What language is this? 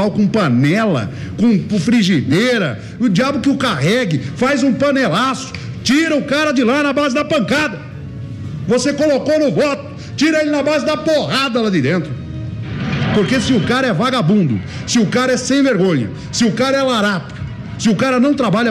Portuguese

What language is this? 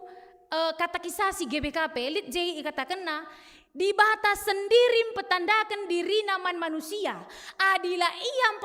Batak Karo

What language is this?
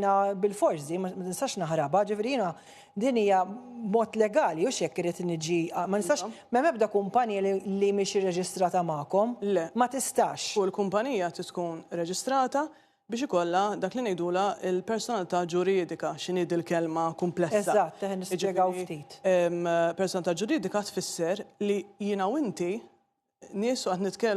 Maltese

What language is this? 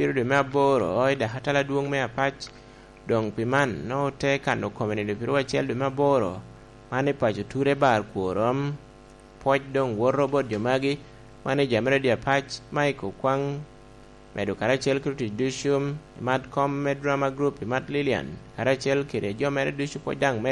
Lango (Uganda)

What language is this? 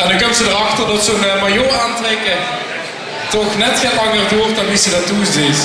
Limburgish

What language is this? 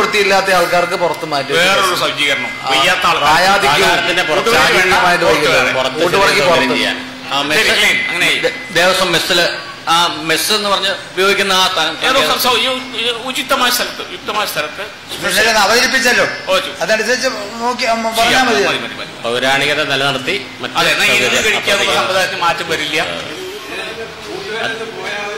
Malayalam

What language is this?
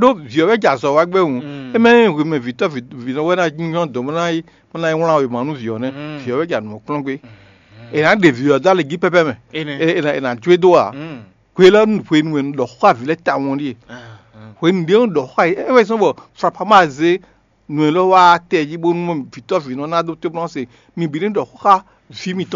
Fon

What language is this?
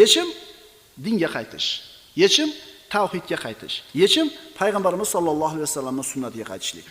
Uzbek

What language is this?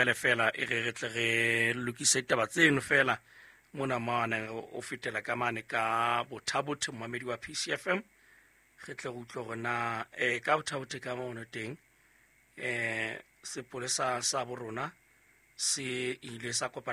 Southern Sotho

